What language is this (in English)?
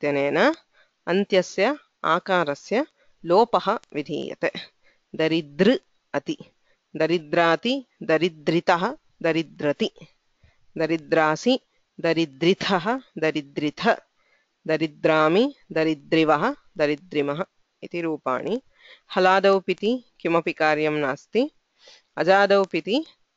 Sanskrit